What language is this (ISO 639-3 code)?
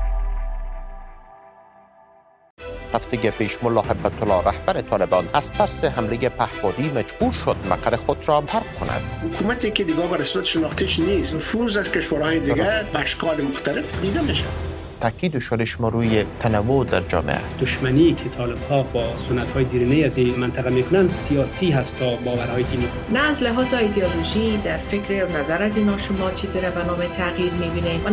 fas